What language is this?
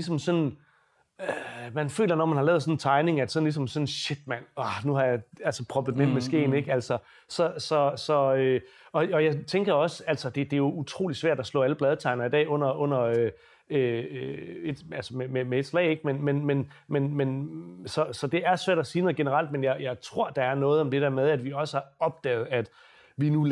Danish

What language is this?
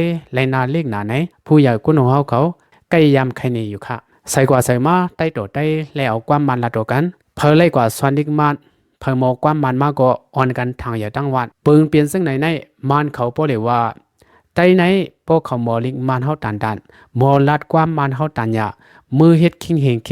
Shan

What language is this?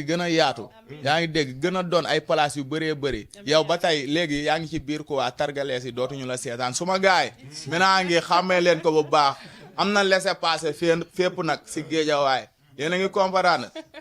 Wolof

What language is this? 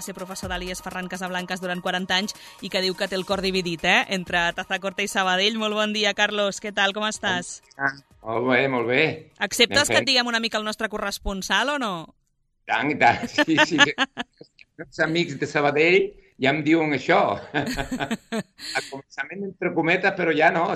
Catalan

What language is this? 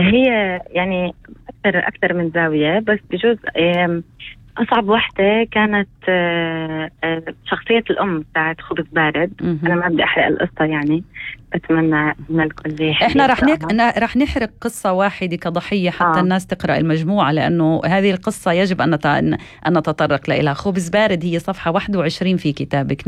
North Levantine Arabic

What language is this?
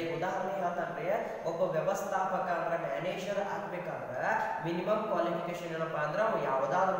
Kannada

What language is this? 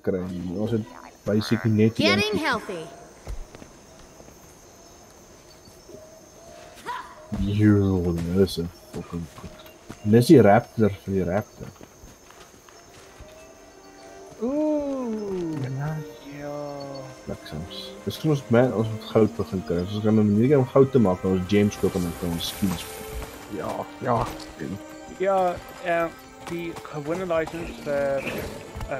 Afrikaans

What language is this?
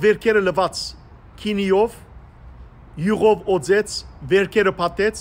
Western Armenian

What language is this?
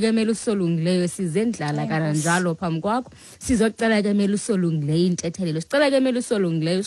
Xhosa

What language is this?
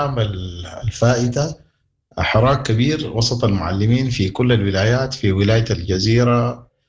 Sudanese Arabic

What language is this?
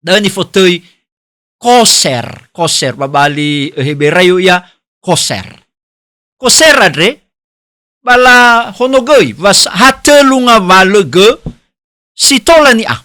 Nias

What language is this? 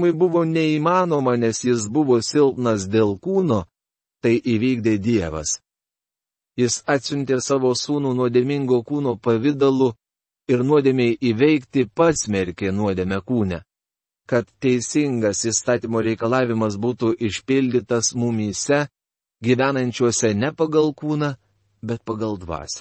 Lithuanian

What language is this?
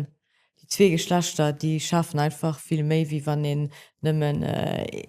Luxembourgish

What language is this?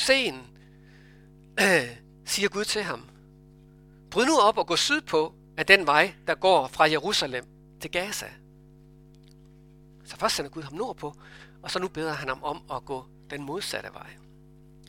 Danish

